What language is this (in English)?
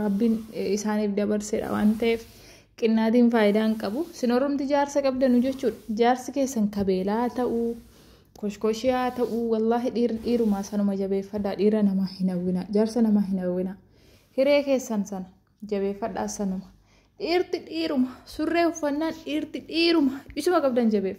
Oromo